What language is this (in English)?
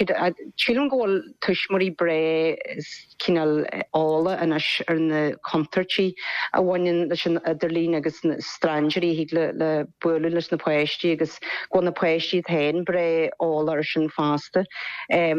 Irish